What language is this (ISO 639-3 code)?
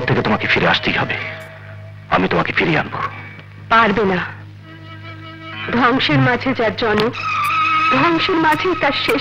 ben